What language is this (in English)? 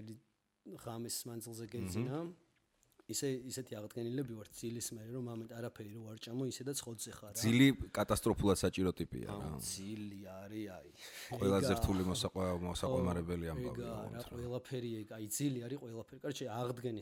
Georgian